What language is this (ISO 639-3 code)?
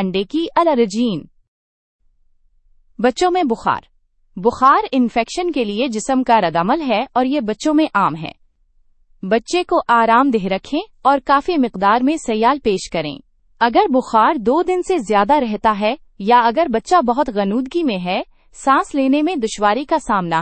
urd